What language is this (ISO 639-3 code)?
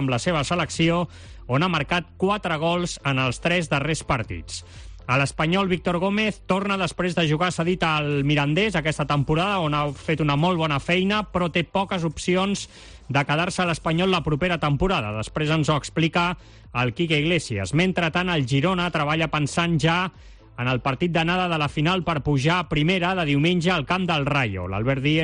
cat